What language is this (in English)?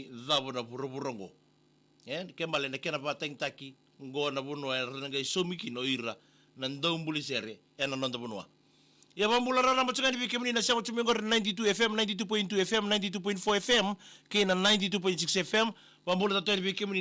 Fijian